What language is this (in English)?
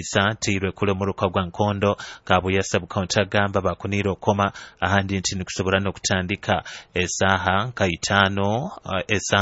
Nyoro